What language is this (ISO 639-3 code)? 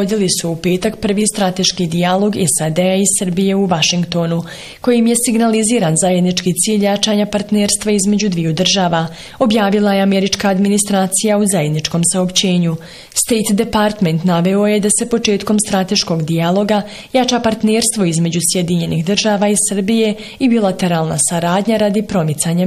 bos